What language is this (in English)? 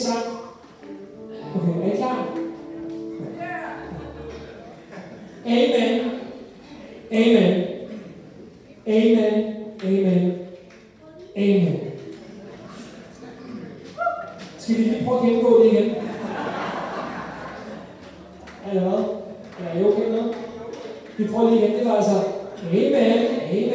Danish